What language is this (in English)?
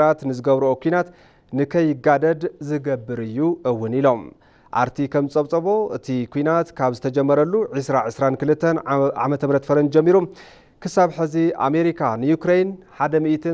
Tigrinya